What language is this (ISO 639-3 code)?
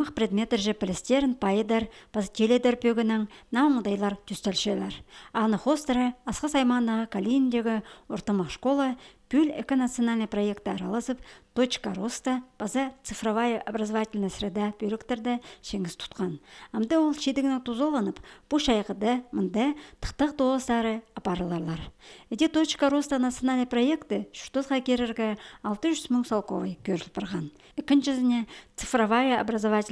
kjh